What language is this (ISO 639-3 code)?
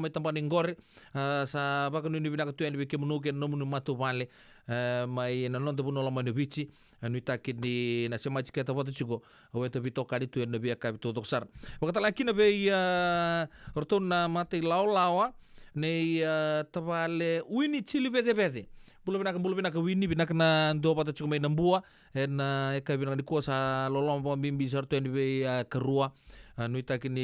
fij